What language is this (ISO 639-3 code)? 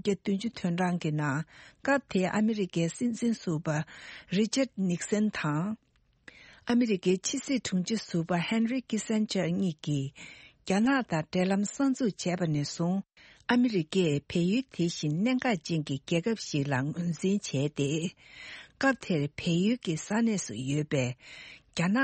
bod